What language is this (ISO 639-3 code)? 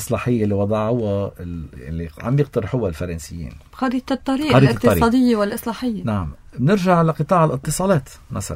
apc